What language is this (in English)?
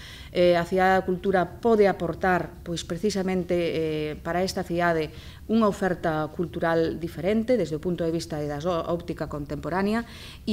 Galician